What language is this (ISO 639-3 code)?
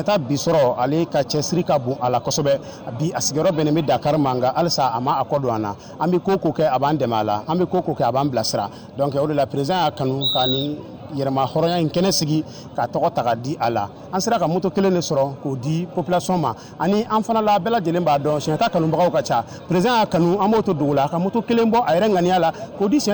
bam